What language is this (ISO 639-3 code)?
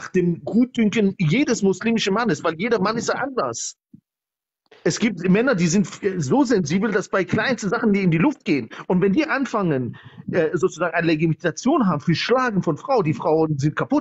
deu